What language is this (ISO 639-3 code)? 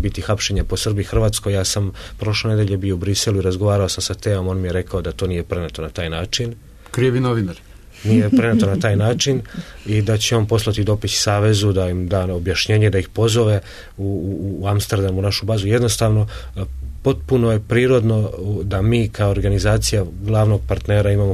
srp